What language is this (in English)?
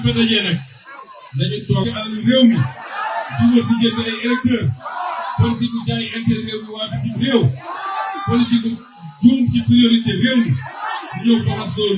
Wolof